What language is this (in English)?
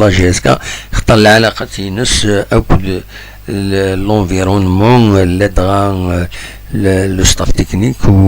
Kabyle